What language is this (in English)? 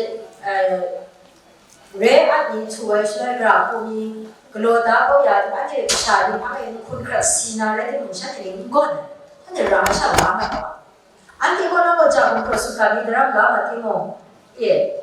Kachin